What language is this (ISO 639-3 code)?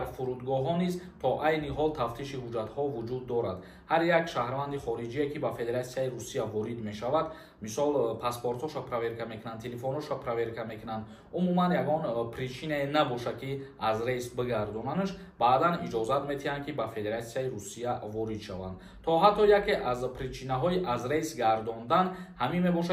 tgk